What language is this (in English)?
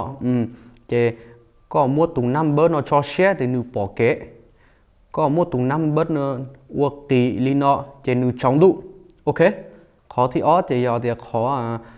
Hmong